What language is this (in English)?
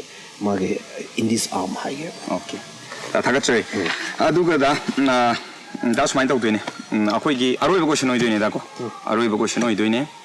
Manipuri